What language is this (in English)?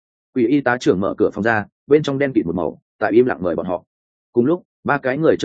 Vietnamese